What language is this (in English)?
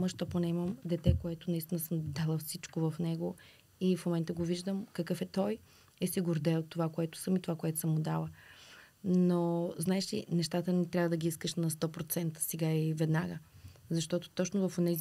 Bulgarian